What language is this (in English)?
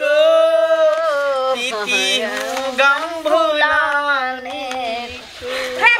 Maithili